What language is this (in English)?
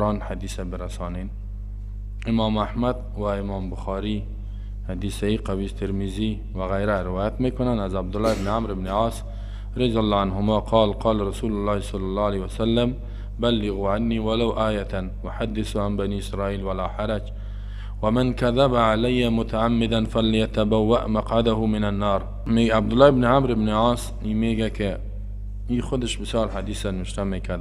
Persian